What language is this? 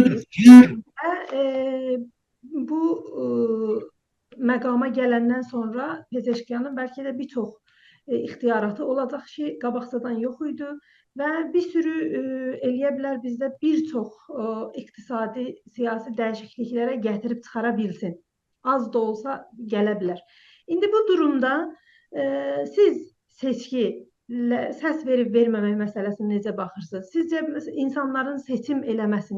South Azerbaijani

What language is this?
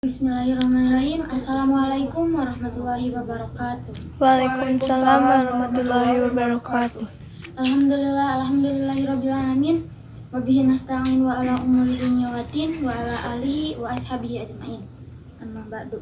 Sundanese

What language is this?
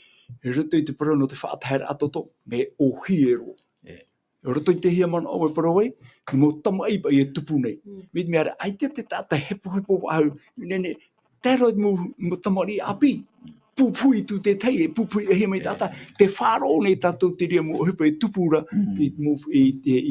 Tahitian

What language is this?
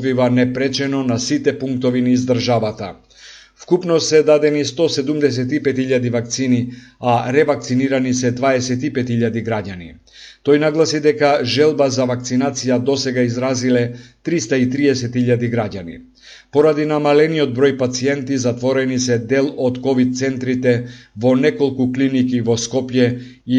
Macedonian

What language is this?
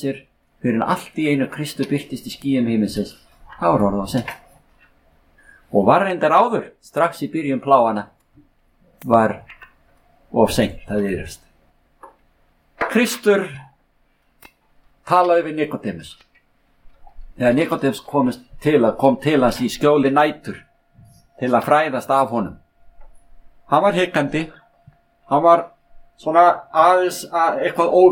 Icelandic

